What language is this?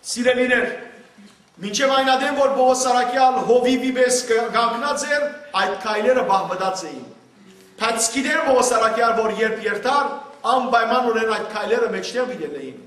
Western Armenian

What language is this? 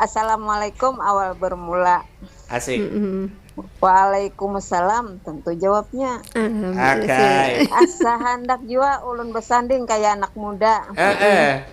Banjar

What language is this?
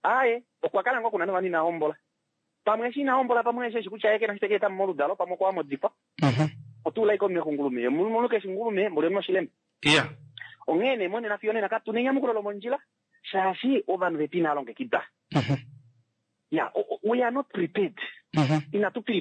Kuanyama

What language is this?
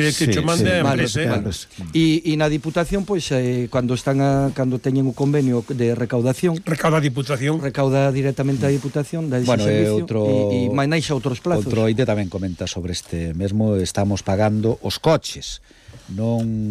Galician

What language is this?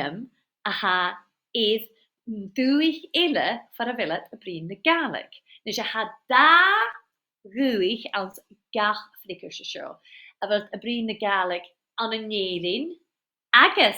Scottish Gaelic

